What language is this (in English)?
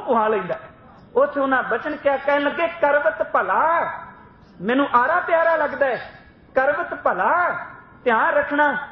Punjabi